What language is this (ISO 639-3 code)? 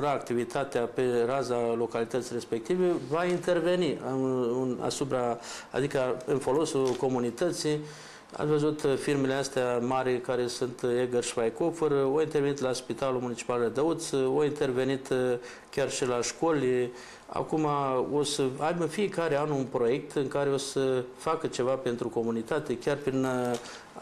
ron